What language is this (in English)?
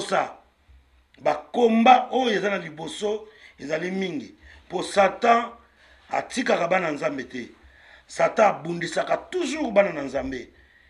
Lingala